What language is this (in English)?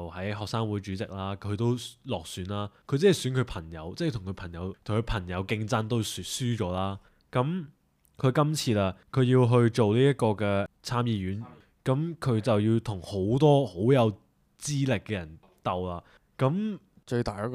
Cantonese